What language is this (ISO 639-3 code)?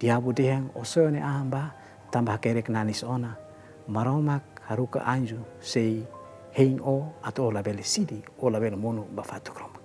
tet